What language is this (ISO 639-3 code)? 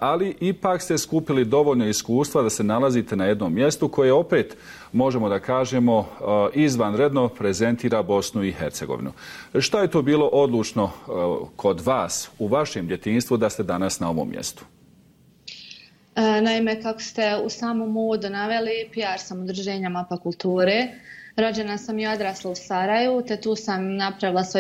bos